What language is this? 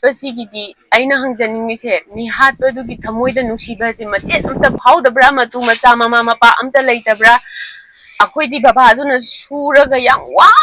Manipuri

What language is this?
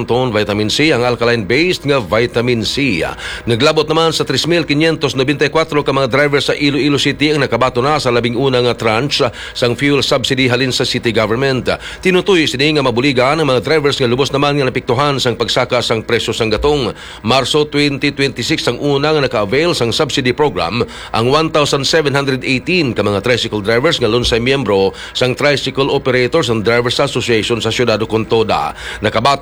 Hiligaynon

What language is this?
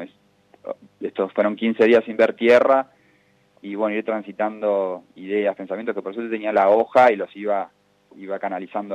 Spanish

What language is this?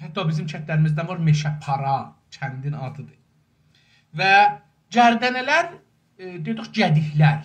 South Azerbaijani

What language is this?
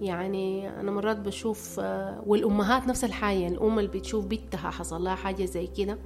Sudanese Arabic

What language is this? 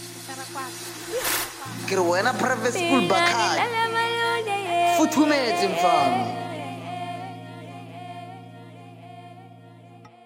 Zulu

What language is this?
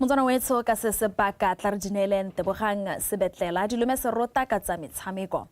Tswana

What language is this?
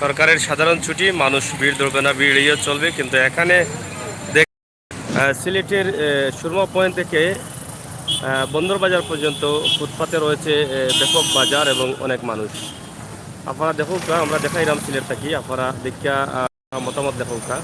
Sylheti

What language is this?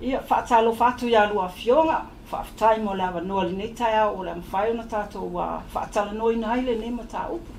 Samoan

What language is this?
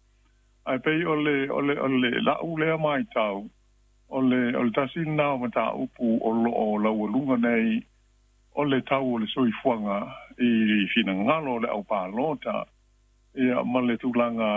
Samoan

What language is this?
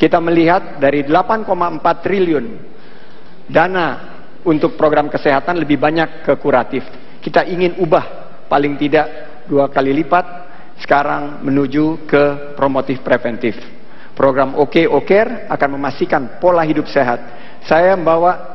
Indonesian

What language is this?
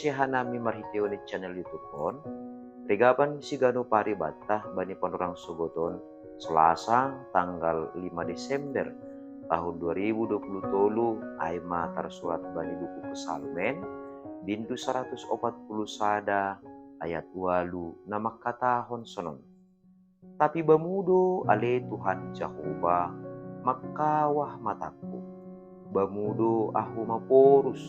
Batak Simalungun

